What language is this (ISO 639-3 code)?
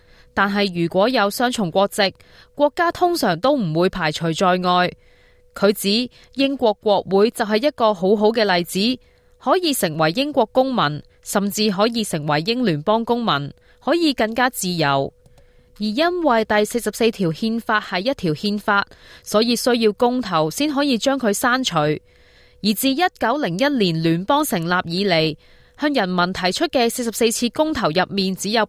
yue